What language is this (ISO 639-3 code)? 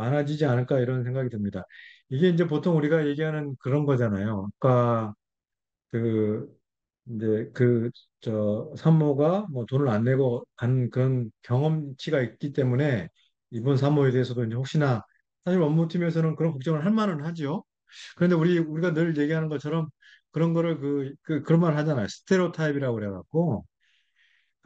kor